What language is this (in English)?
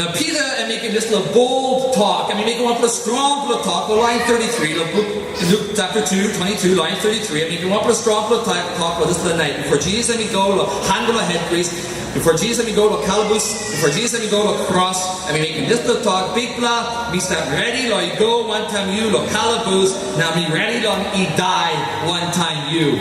Tok Pisin